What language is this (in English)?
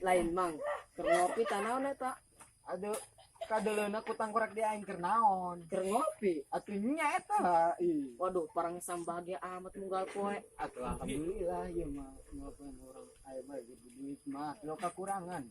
Sundanese